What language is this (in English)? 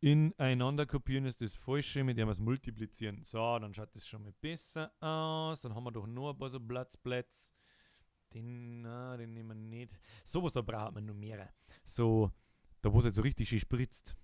Bavarian